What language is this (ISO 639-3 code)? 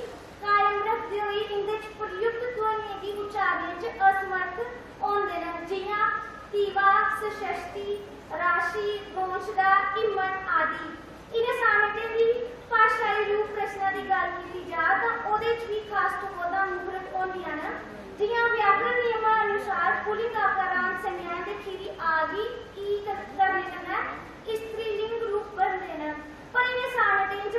doi